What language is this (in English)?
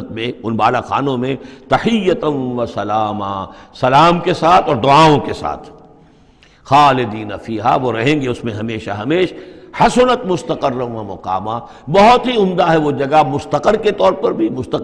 Urdu